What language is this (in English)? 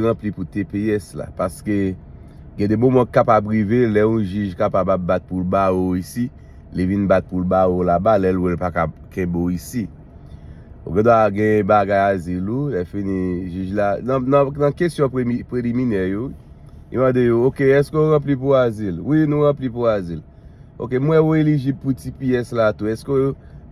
Haitian Creole